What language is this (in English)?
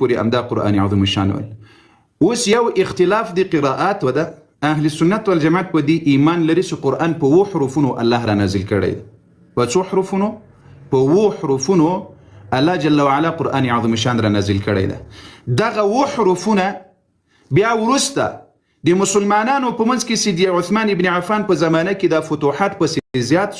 Pashto